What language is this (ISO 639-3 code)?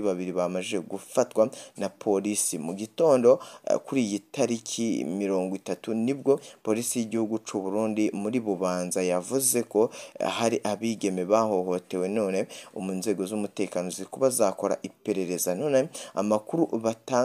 run